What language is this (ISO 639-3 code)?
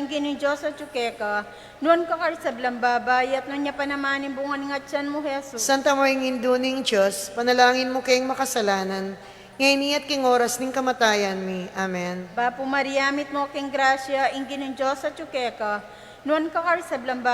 pam